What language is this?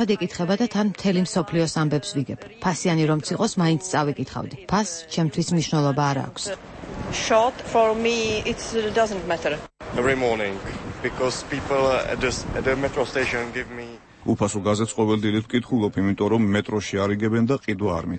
Georgian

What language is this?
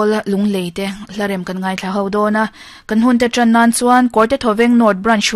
Mizo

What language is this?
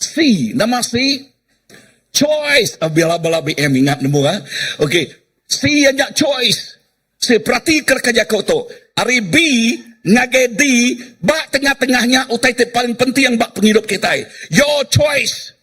Iban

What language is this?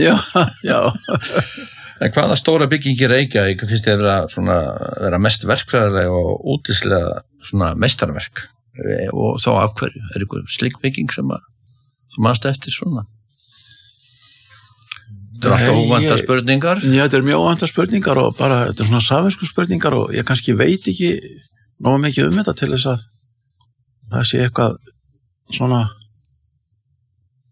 Icelandic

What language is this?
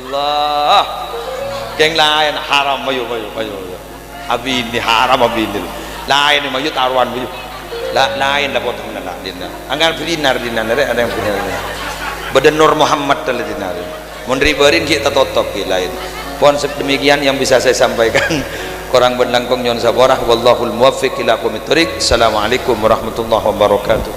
Madurese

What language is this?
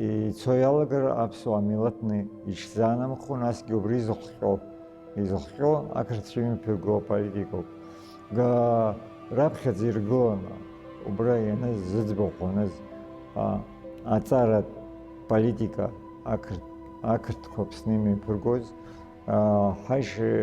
Abkhazian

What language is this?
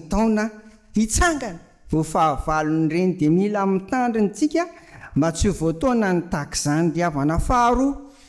Malagasy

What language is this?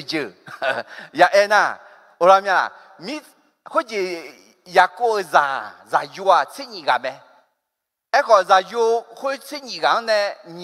Akha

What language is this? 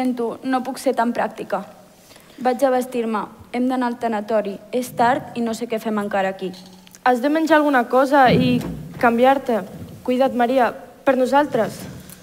Catalan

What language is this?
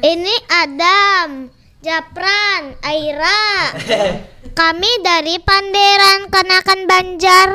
Banjar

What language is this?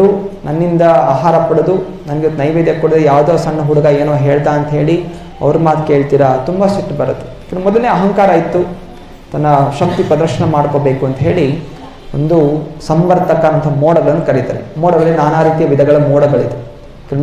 Kannada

